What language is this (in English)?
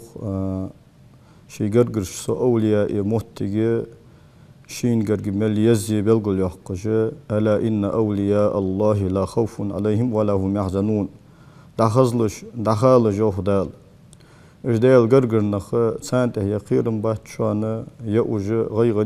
Ingush